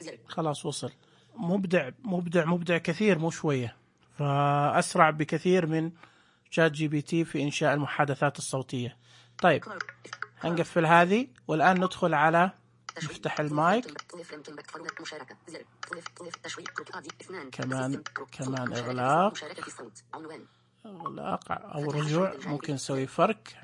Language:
Najdi Arabic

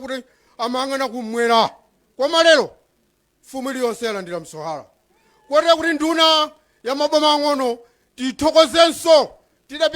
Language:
Nyanja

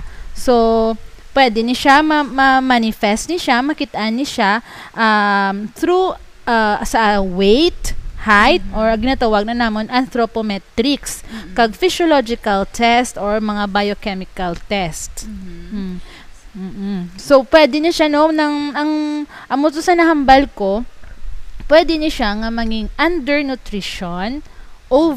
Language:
Hiligaynon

